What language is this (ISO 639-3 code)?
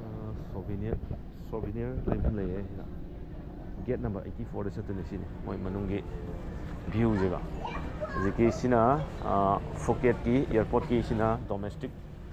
mni